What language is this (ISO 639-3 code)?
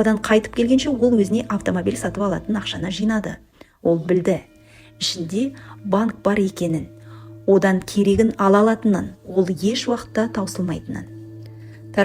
kaz